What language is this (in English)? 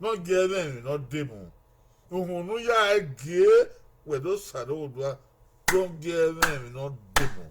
Bini